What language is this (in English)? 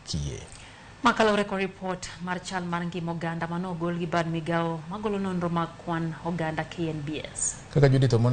Luo (Kenya and Tanzania)